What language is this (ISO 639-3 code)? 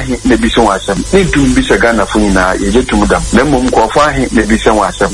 aka